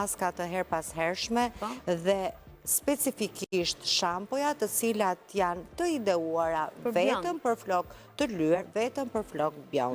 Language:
Albanian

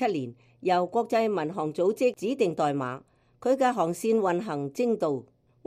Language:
Cantonese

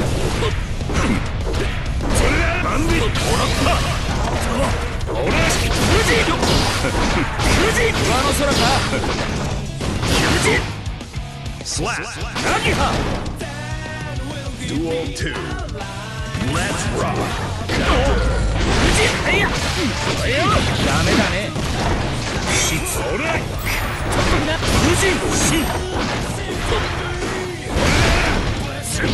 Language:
Japanese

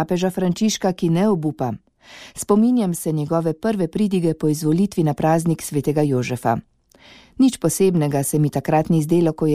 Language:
Slovenian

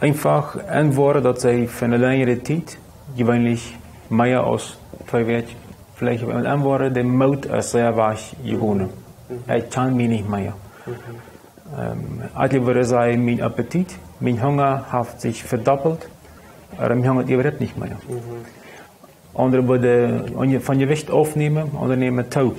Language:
Plautdietsch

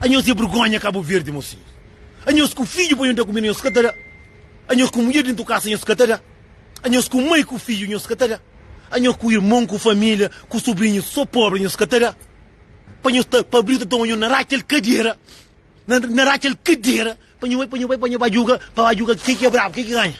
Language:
Kabuverdianu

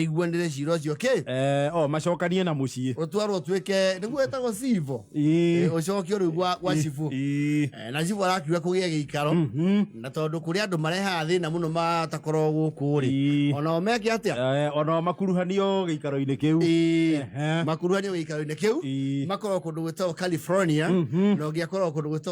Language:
Kikuyu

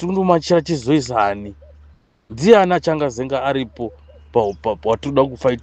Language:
Shona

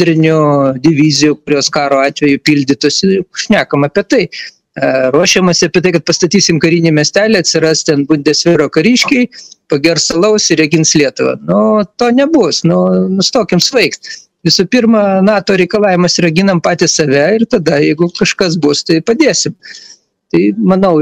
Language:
Lithuanian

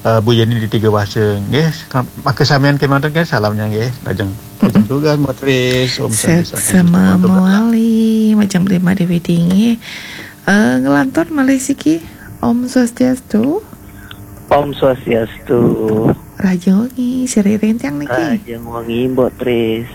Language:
Balinese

